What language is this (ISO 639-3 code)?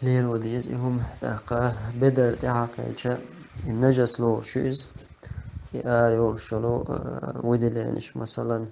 che